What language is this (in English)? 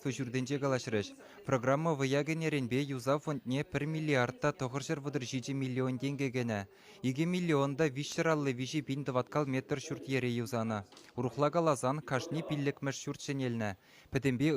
Chuvash